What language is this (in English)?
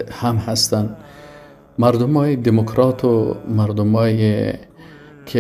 Persian